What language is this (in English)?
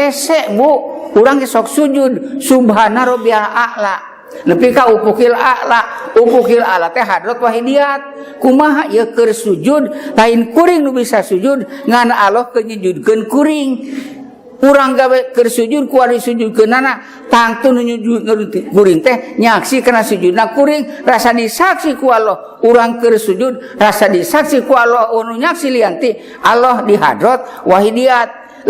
Sundanese